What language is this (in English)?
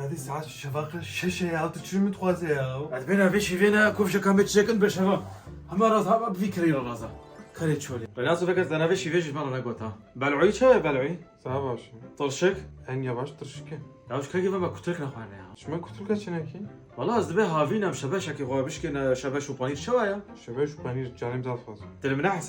Kurdish